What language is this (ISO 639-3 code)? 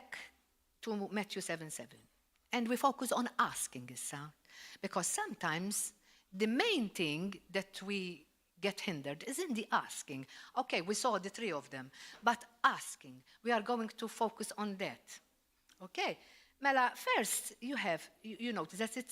eng